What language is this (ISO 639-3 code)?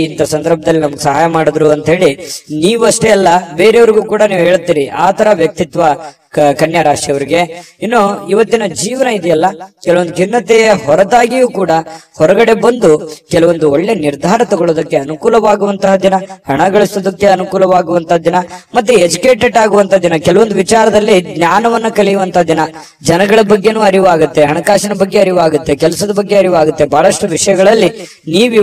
kan